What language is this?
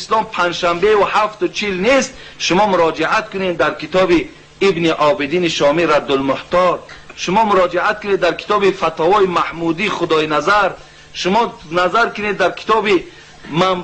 Tajik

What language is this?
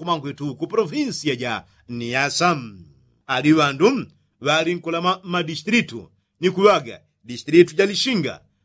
Yao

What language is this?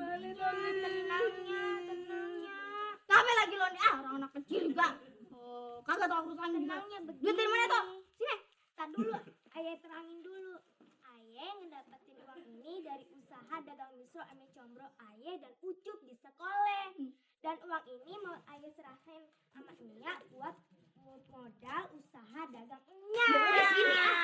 Betawi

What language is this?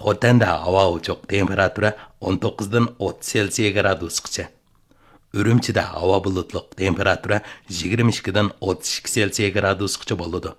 Uyghur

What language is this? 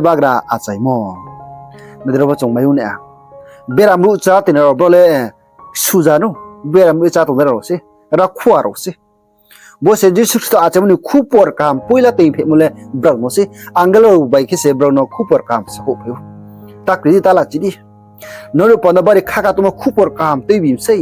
Riang (India)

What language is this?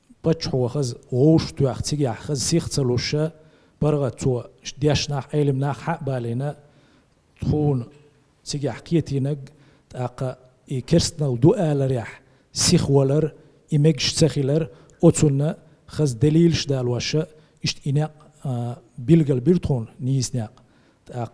Chechen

